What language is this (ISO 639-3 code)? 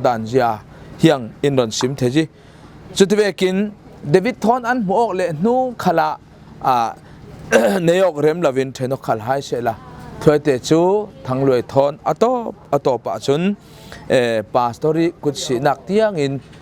cfm